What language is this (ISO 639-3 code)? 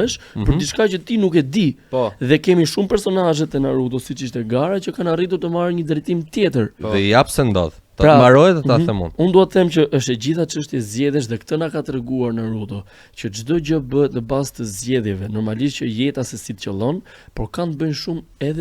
sqi